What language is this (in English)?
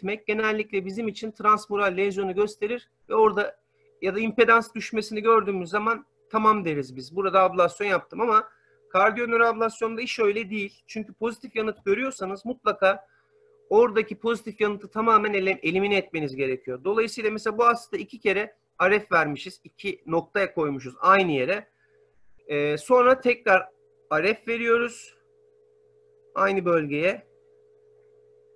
Turkish